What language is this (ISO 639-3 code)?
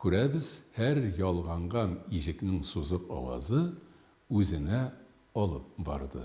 tat